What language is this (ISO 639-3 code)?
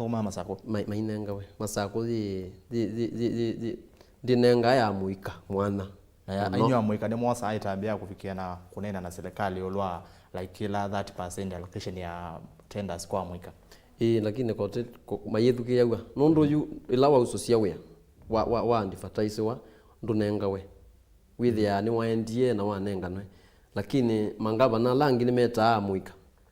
kam